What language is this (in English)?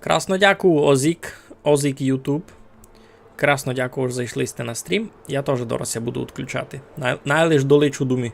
Rusyn